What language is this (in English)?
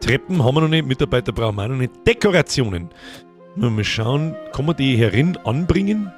Bavarian